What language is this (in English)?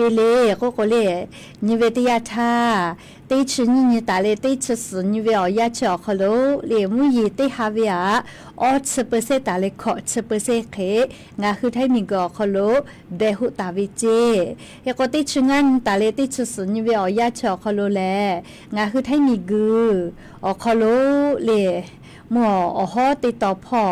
Lahu